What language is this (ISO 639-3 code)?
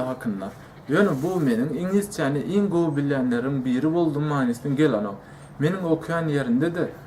tuk